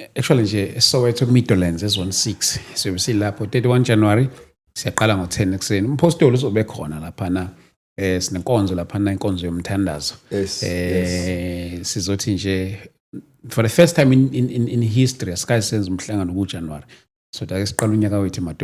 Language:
Zulu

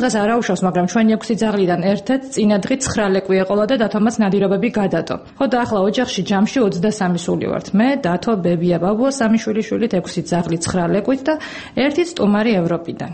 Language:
Georgian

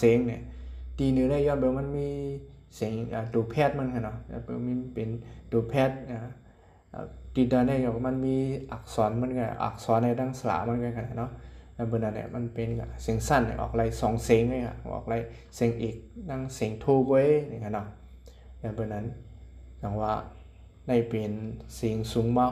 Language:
Shan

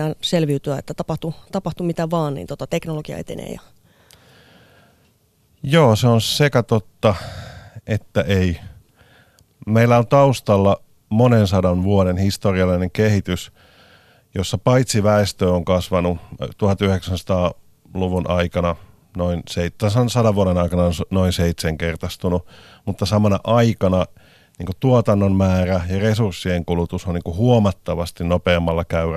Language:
Finnish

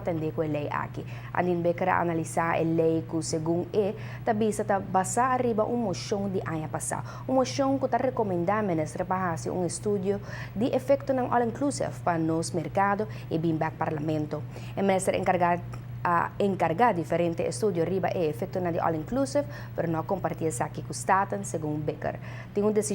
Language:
Papiamento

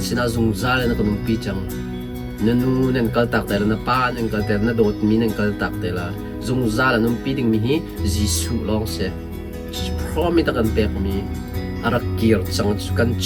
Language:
Hakha Chin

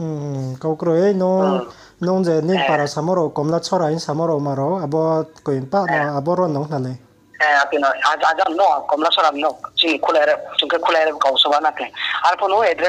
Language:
Riang (India)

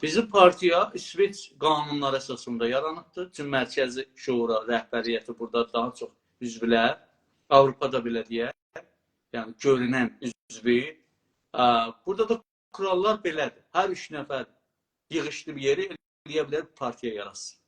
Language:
South Azerbaijani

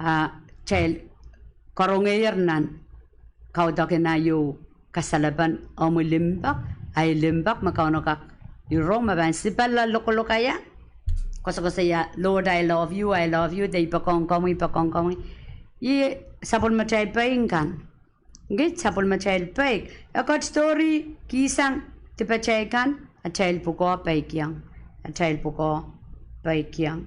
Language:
Pohnpeian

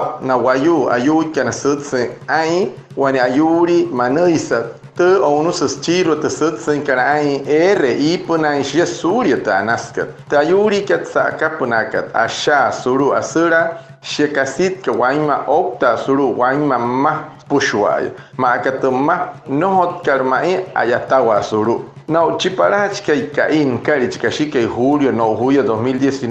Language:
Wayuu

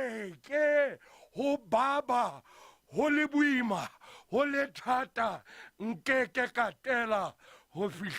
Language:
Southern Sotho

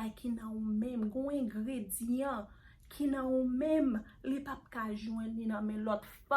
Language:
Haitian Creole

